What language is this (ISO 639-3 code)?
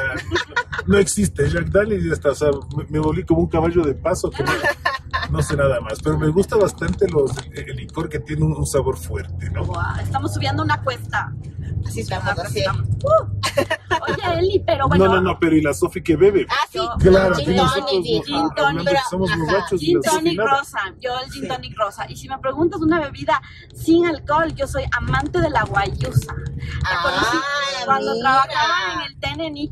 spa